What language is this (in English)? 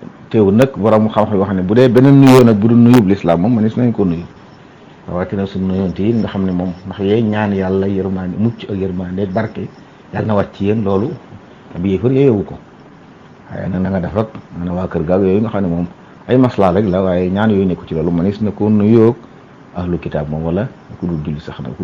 Wolof